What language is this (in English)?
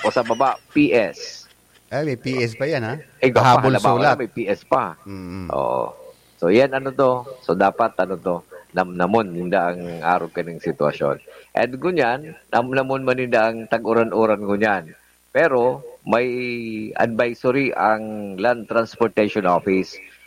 Bikol